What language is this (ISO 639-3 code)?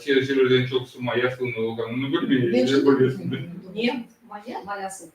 crh